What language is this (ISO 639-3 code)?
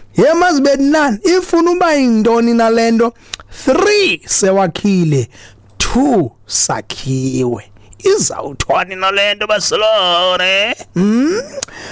xho